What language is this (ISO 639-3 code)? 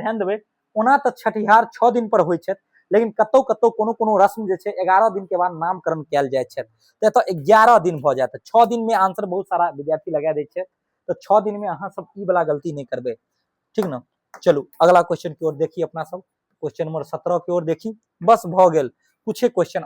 mai